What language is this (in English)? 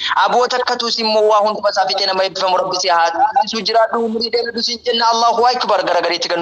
Oromo